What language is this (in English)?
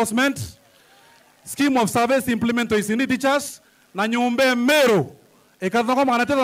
Meru